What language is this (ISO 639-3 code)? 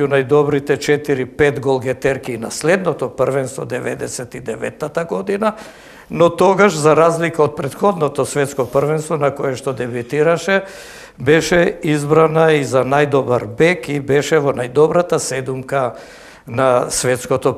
mkd